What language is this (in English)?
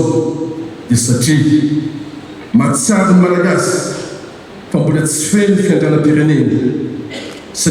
Malagasy